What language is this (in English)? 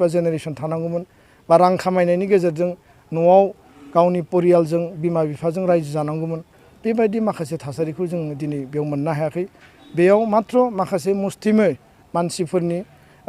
Bodo